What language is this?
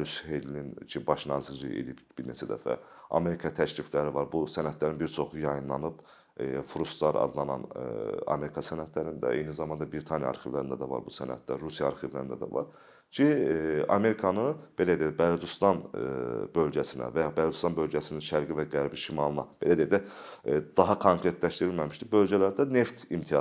Azerbaijani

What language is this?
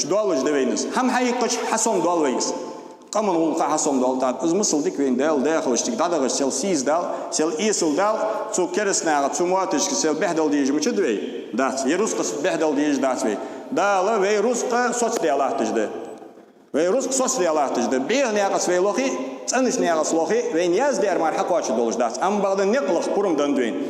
Ingush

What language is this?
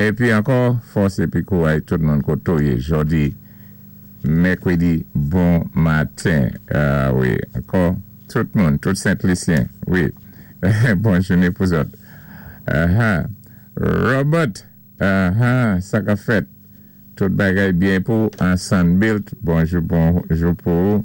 Saint Lucian Creole French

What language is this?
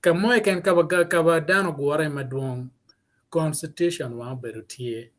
Acoli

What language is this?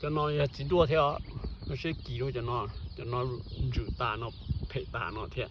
Hmong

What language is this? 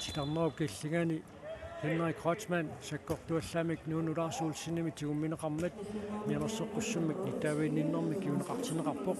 Kalaallisut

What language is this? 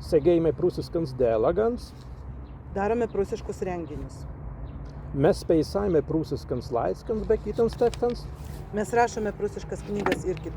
Prussian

